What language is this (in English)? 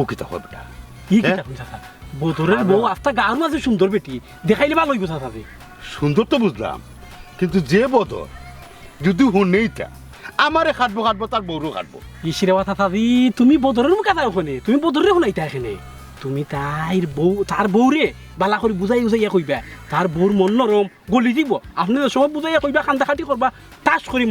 Sylheti